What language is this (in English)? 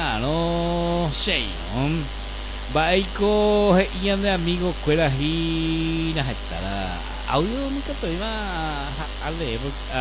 Guarani